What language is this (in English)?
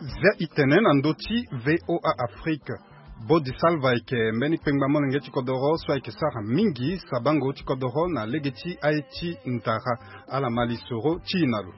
Sango